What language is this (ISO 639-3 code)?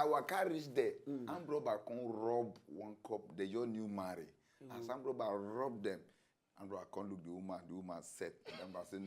pcm